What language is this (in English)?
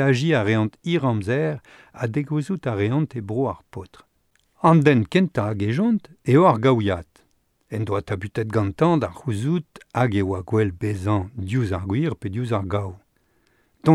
Breton